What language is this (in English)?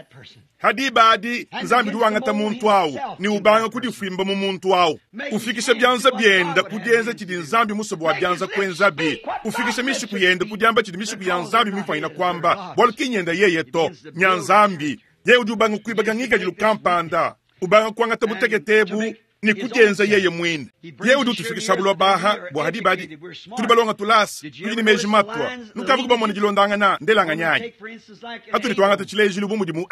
Luba-Lulua